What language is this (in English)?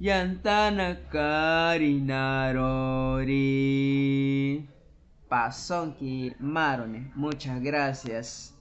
Asháninka